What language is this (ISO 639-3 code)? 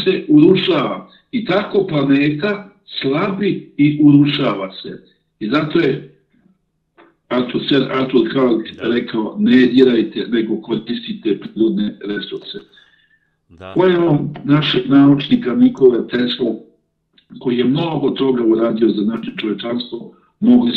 srp